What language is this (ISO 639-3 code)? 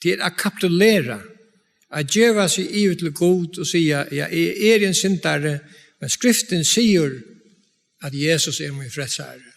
fao